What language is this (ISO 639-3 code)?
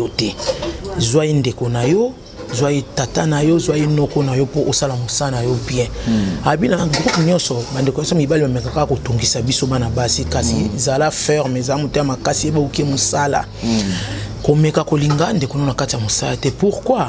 lin